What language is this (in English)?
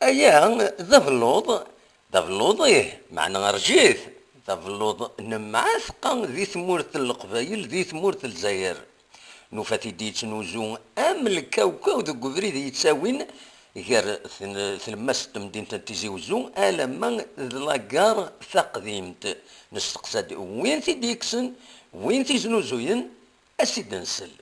Kabyle